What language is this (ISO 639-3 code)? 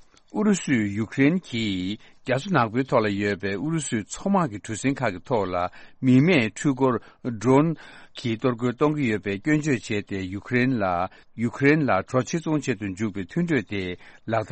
bod